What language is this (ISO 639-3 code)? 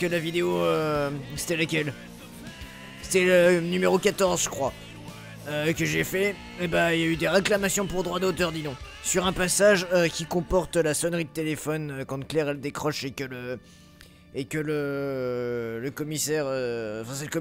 fra